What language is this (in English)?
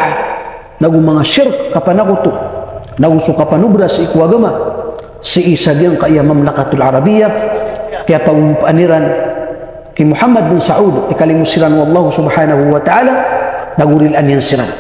Maranao